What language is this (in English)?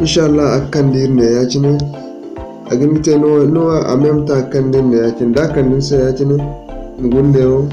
Zarma